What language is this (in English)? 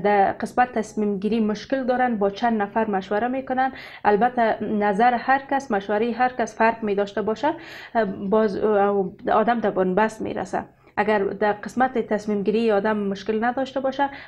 Persian